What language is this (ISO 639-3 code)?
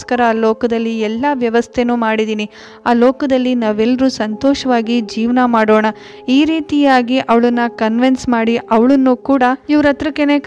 kan